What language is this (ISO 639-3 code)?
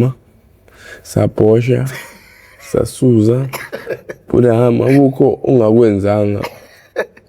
zul